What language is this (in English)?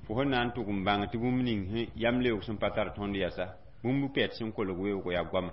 Mossi